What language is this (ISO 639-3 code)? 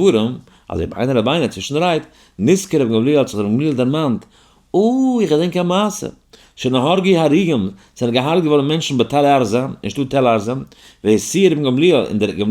yid